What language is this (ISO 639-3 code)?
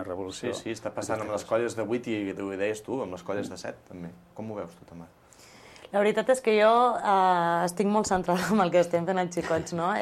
cat